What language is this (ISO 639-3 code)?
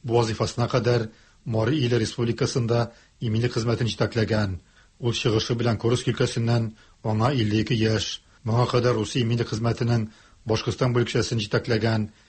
tat